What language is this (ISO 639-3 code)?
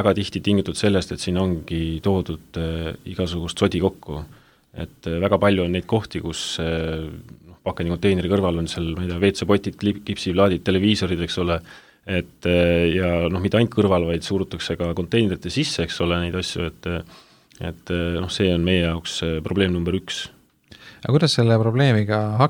est